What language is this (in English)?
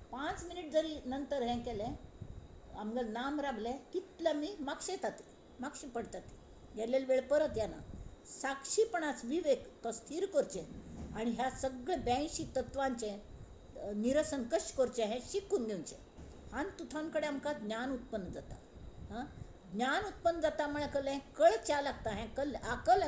Konkani